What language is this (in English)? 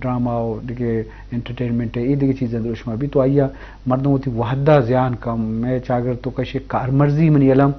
Eastern Balochi